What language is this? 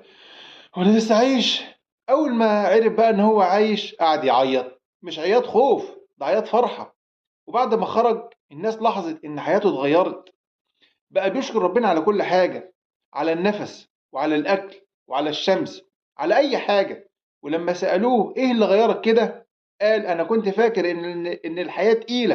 Egyptian Arabic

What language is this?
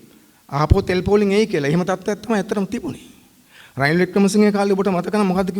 Sinhala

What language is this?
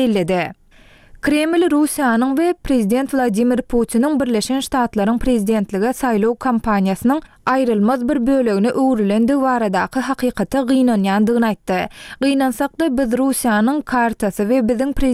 Turkmen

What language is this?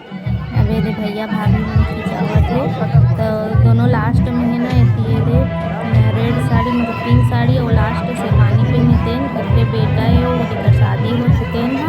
Chhattisgarhi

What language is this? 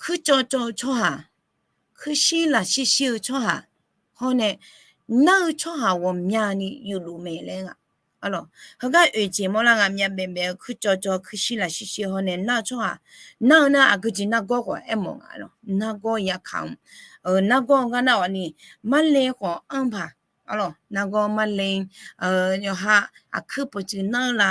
Akha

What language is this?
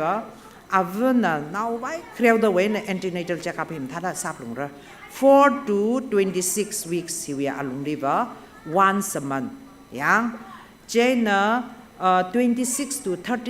Tangkhul Naga (India)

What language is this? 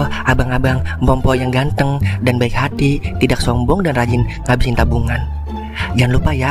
Betawi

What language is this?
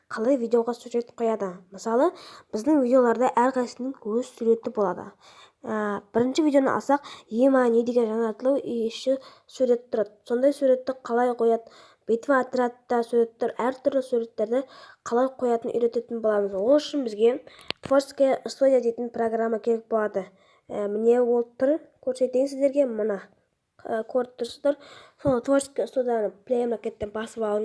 Kazakh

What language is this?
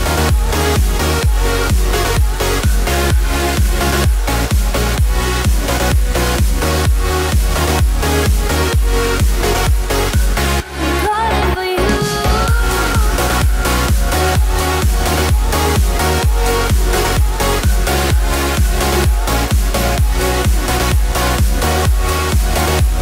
English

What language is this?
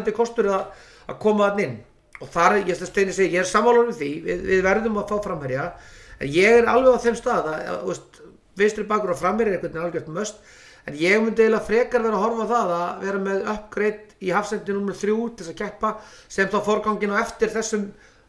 Icelandic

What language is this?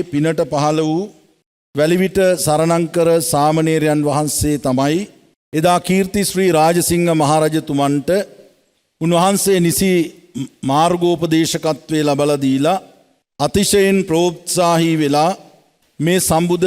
Sinhala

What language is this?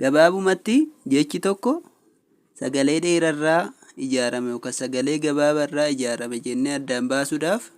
Oromo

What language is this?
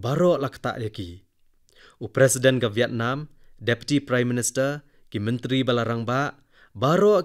Khasi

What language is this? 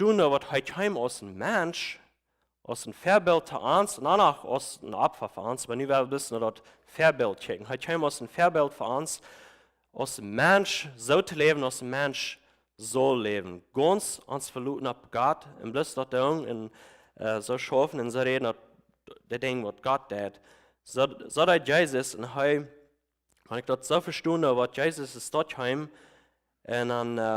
Plautdietsch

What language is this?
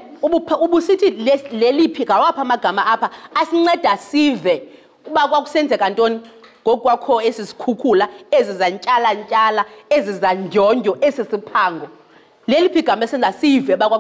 Xhosa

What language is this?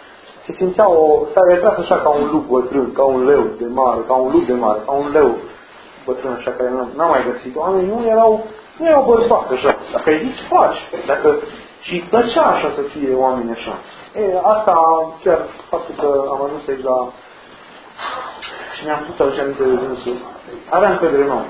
Romanian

